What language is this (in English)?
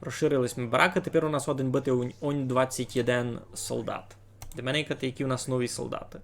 Rusyn